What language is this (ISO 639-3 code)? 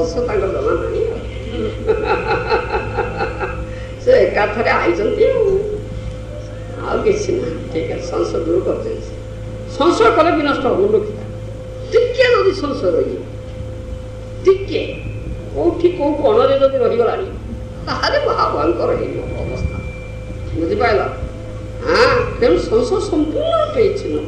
ori